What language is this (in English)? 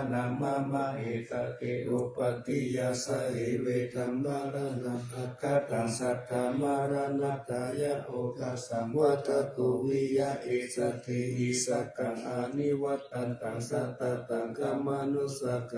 Pali